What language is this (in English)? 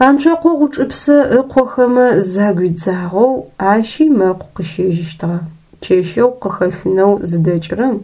Adyghe